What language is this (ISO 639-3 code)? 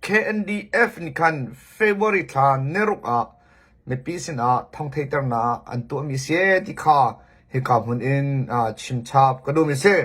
cnh